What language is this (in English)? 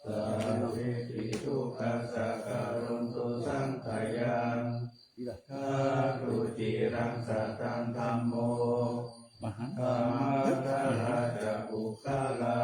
Pali